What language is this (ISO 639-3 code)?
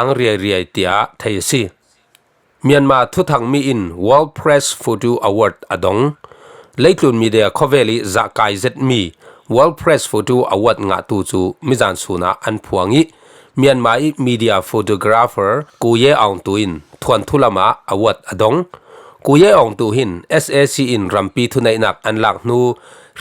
cfm